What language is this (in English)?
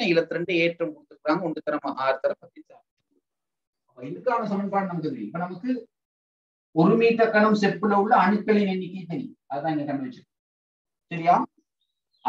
Tamil